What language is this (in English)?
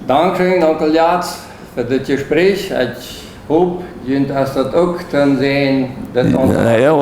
Plautdietsch